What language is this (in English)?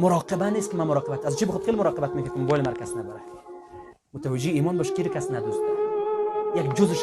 Persian